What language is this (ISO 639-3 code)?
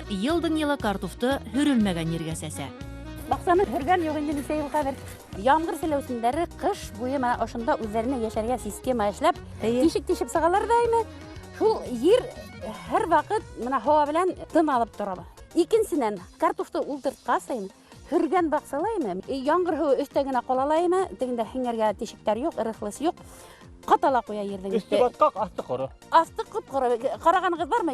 bak